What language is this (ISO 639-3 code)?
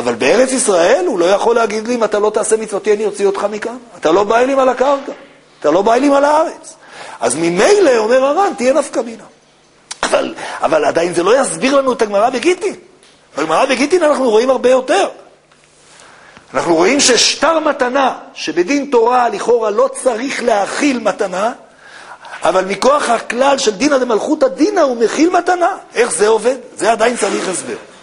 heb